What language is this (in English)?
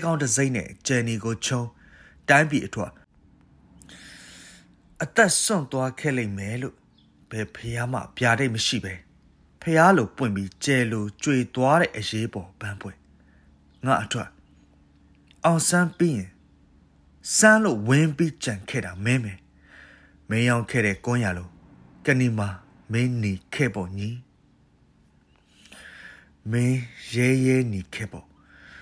Burmese